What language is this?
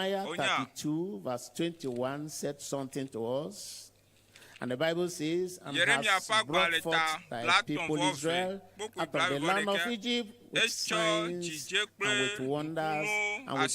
Ewe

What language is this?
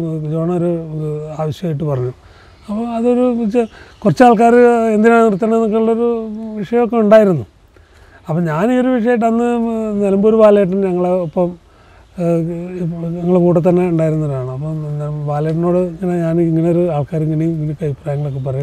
Malayalam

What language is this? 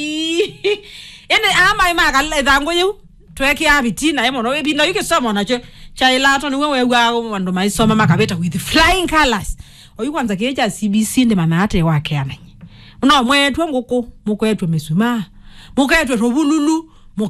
Kamba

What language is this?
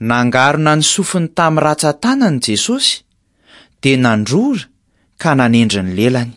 Malagasy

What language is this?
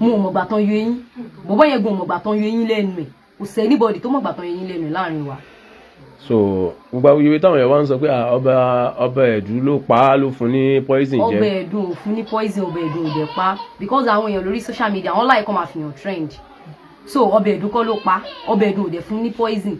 Yoruba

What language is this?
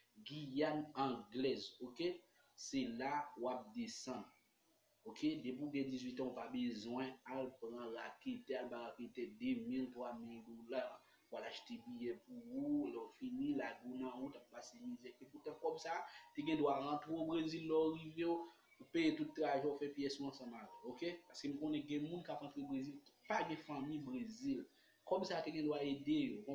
Haitian Creole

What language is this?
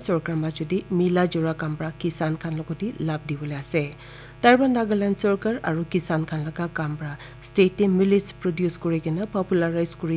Naga Pidgin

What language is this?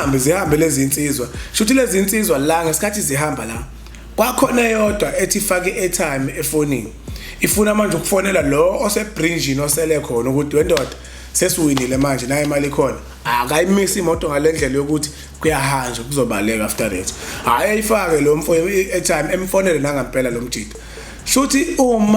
Zulu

